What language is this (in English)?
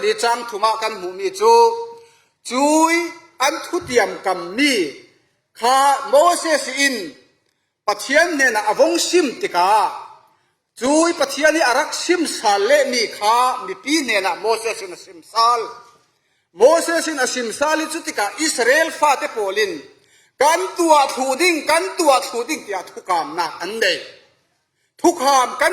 Falam Chin